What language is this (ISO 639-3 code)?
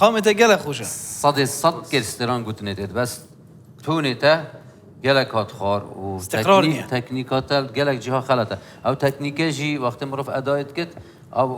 kur